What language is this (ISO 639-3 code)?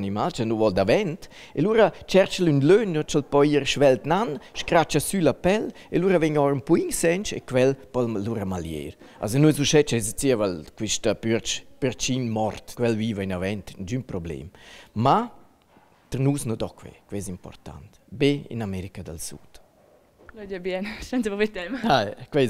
roh